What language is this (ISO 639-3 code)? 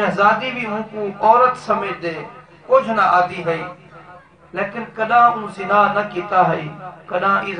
skr